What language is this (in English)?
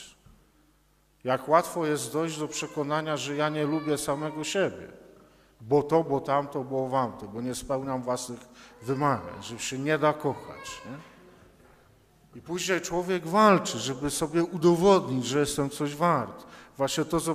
Polish